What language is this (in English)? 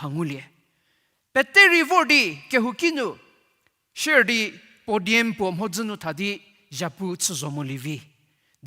Angami Naga